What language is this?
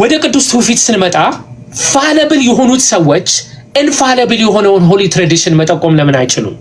Amharic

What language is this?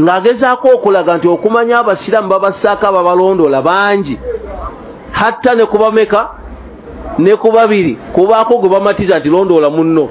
Ganda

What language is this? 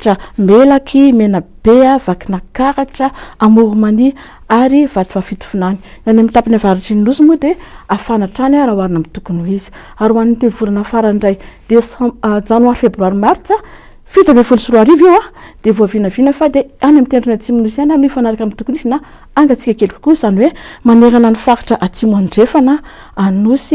Malagasy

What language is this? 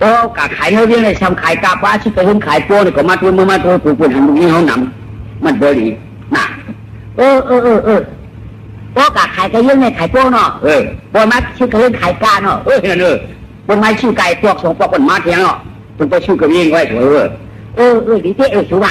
Shan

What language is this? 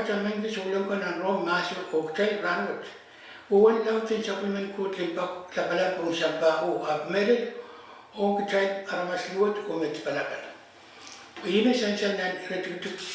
Pohnpeian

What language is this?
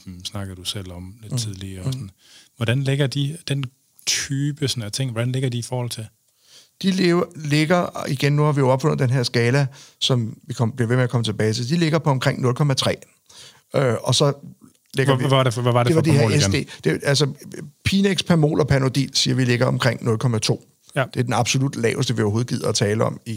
Danish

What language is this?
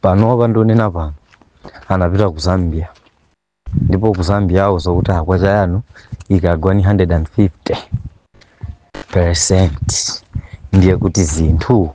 Nyanja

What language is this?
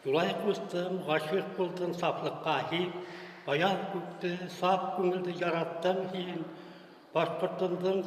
Bashkir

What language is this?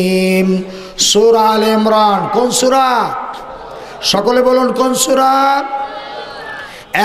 Bangla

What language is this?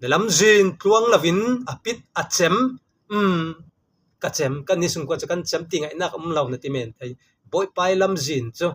Falam Chin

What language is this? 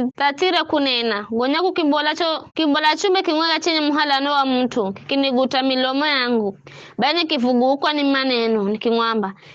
Giryama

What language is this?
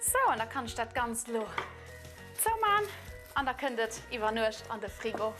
Luxembourgish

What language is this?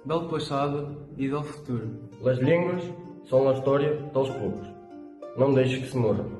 Mirandese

